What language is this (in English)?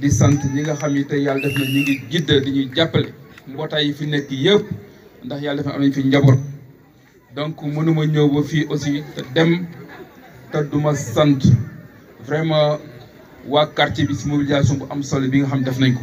Wolof